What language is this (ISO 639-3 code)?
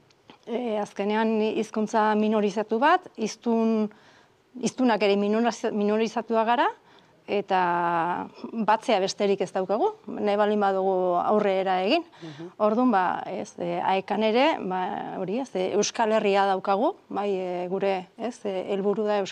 eus